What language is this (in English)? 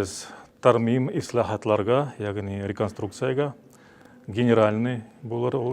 Tatar